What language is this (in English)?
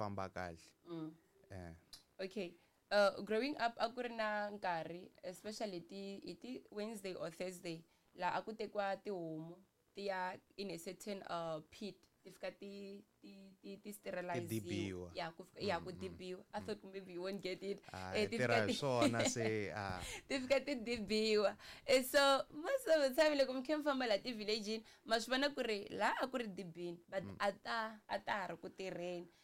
Tsonga